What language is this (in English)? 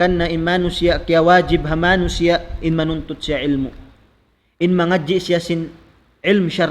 Tausug